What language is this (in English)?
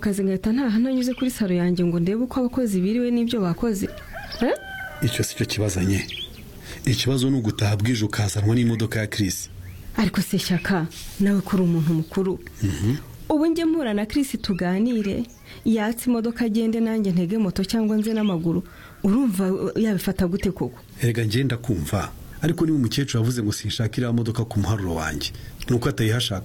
Kinyarwanda